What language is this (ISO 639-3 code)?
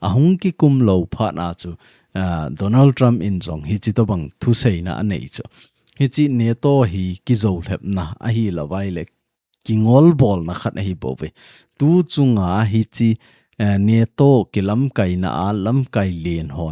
tcz